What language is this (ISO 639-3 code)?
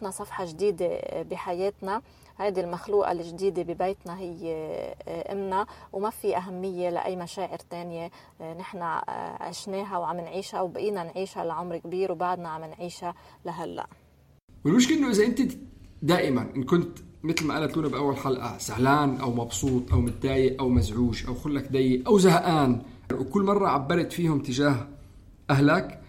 apc